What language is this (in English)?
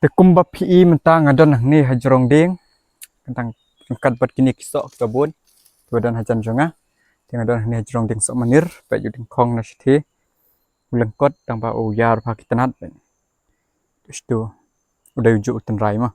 Khasi